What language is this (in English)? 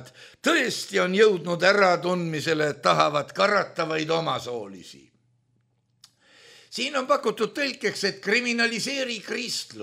Estonian